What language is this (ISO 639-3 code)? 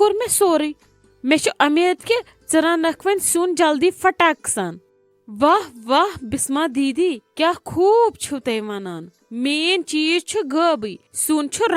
kas